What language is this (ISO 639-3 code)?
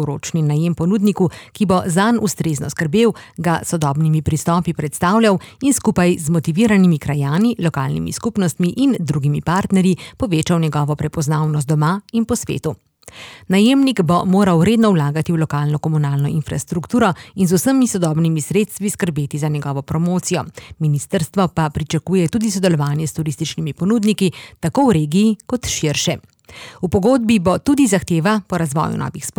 slv